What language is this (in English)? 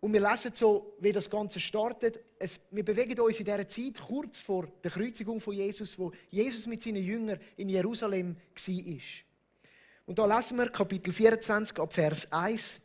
Swiss German